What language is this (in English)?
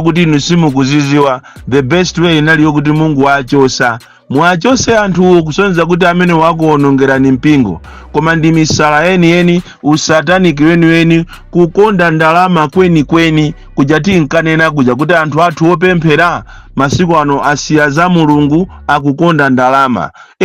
Nyanja